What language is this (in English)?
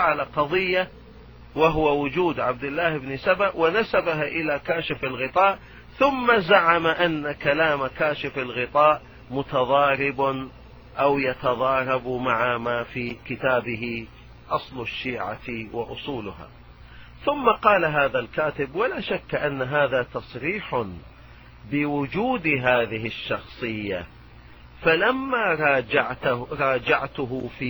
Arabic